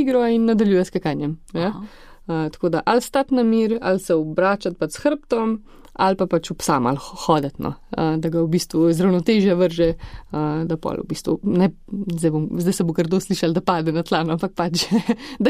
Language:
Slovenian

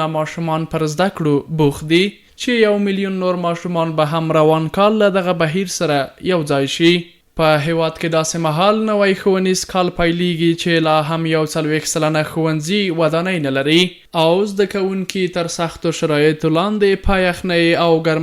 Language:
Pashto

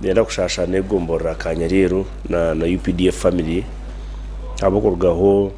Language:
Nyankole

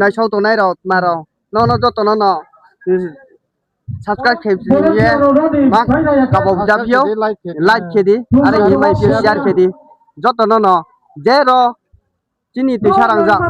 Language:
Riang (India)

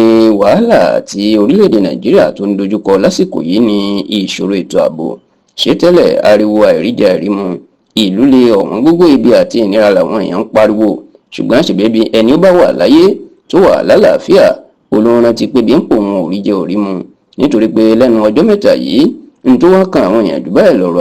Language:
Yoruba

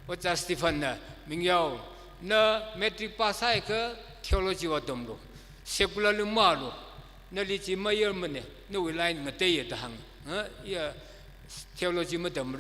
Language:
Tangkhul Naga (India)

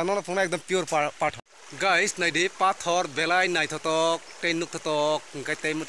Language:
Kok Borok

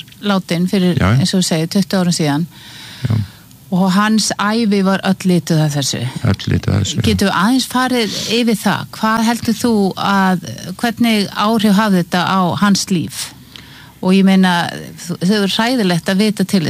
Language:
Icelandic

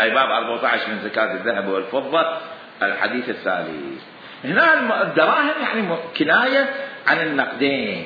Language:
Mesopotamian Arabic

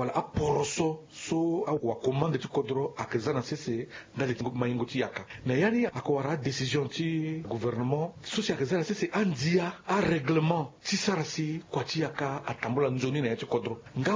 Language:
Sango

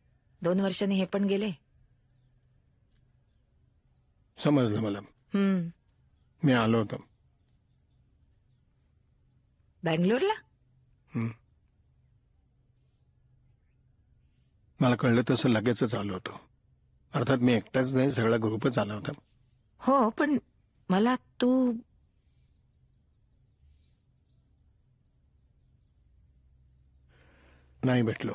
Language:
Marathi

